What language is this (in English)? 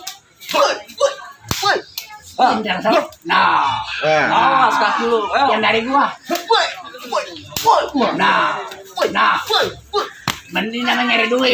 Betawi